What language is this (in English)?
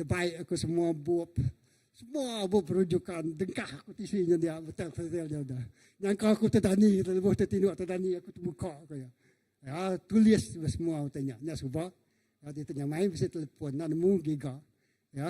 Iban